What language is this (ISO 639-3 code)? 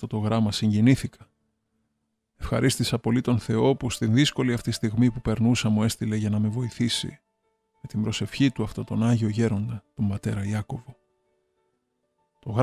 ell